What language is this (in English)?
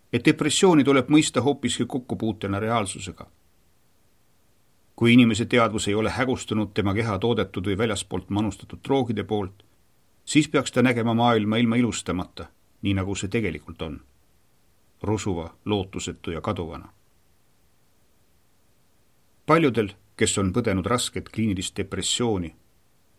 Estonian